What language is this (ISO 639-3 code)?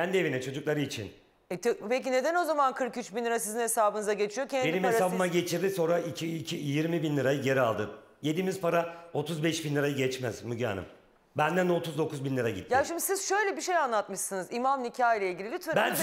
tur